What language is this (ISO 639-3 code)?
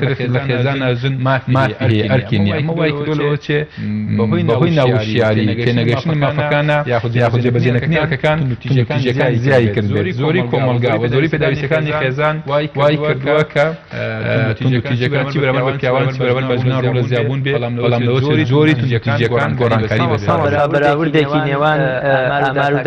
ckb